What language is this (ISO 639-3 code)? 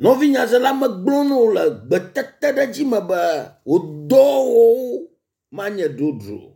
ewe